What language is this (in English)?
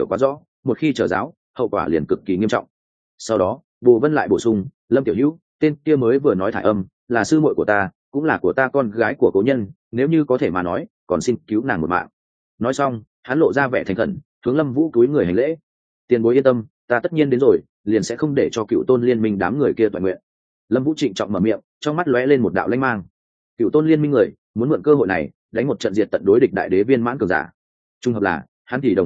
Vietnamese